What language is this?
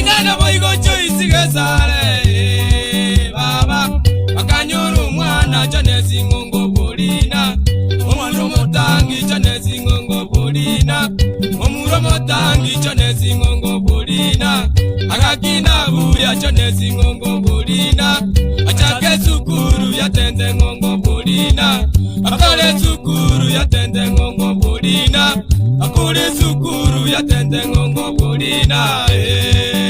Gusii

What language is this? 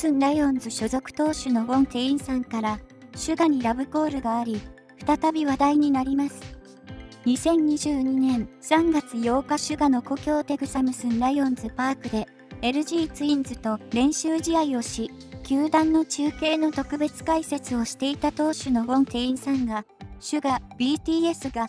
Japanese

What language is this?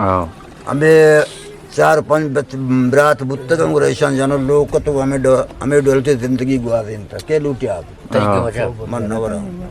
Eastern Balochi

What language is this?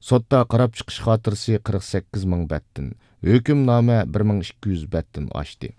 Uyghur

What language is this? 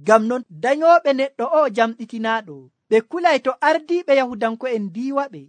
Nigerian Fulfulde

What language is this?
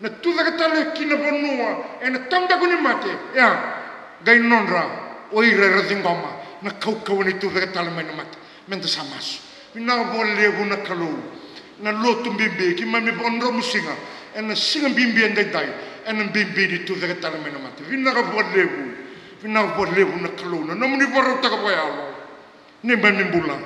Fijian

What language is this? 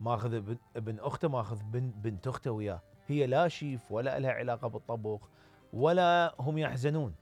Mesopotamian Arabic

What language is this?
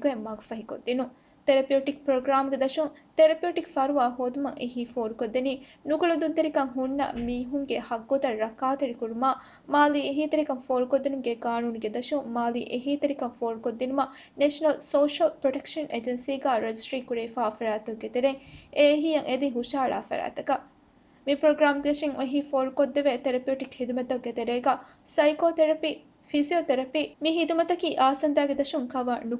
Divehi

